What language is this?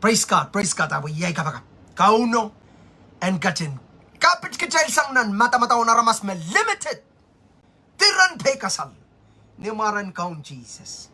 Pohnpeian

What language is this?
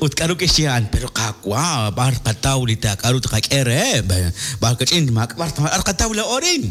Kekchí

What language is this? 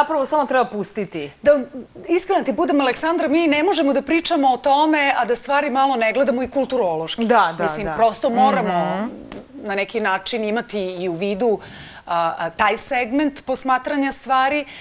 Serbian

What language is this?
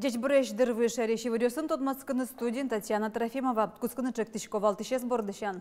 Udmurt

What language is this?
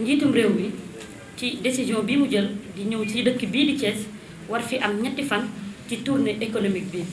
Wolof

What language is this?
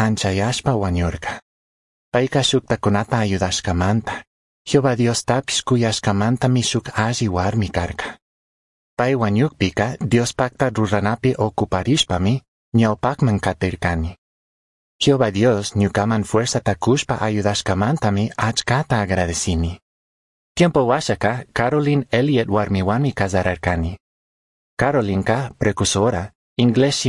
Chimborazo Highland Quichua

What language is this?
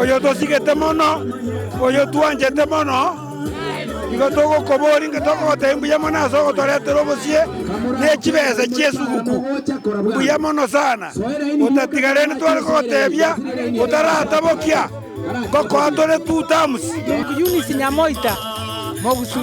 Gusii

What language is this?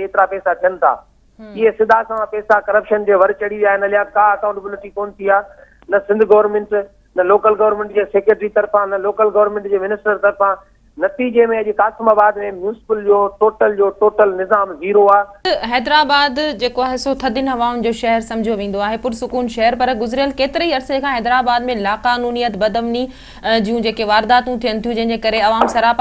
Sindhi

